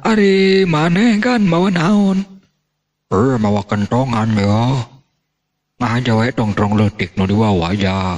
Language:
Sundanese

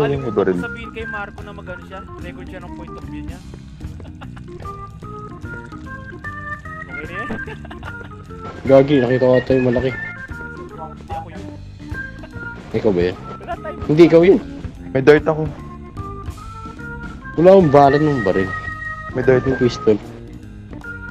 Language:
Filipino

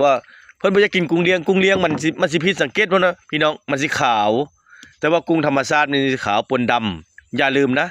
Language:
Northeastern Thai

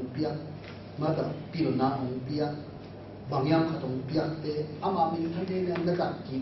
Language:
Tedim Chin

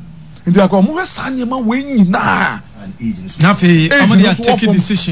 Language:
Akan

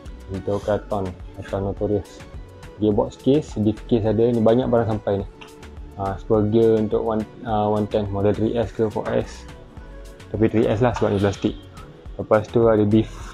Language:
Malay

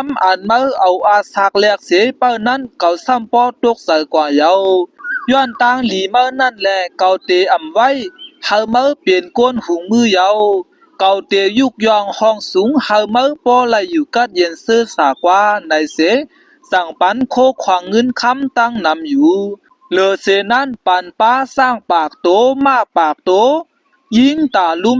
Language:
Shan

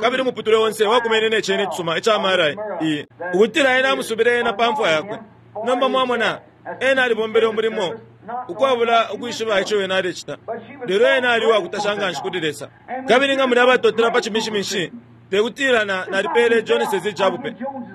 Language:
Bemba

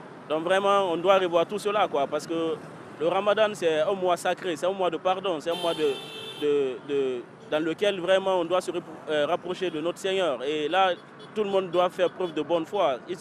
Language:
French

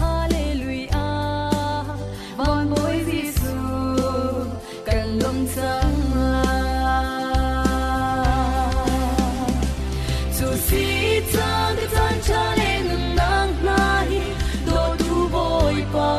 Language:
Falam Chin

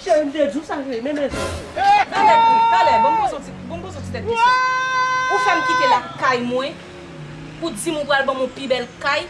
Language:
Haitian Creole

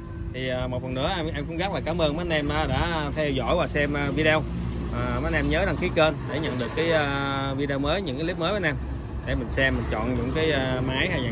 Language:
Vietnamese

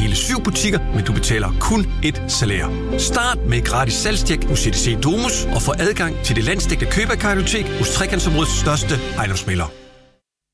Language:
Danish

